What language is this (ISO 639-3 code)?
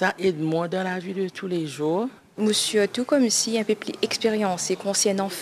mfe